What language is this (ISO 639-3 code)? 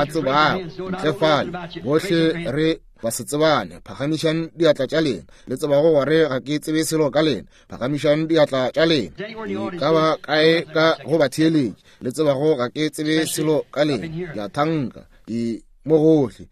nso